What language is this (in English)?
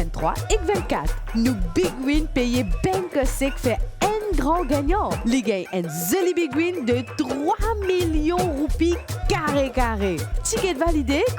Morisyen